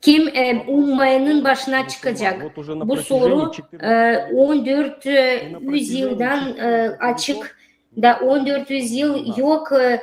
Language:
Gagauz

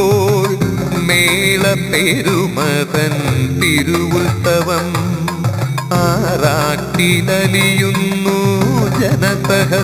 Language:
Malayalam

